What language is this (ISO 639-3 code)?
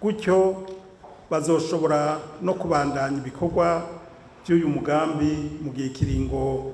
run